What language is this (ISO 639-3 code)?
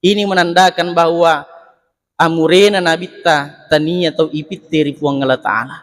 bug